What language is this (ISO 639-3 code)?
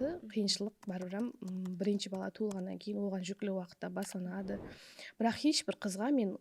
kaa